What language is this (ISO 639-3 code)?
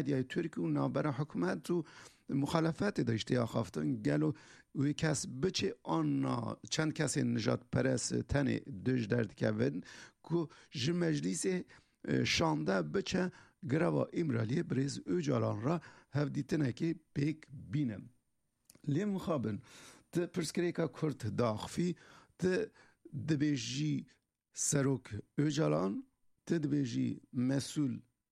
kur